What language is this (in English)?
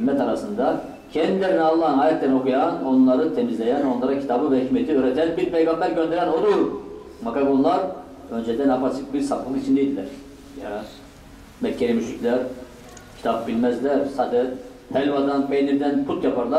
Turkish